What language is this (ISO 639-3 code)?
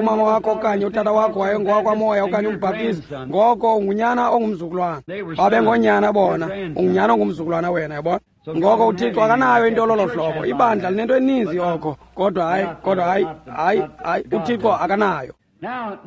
xho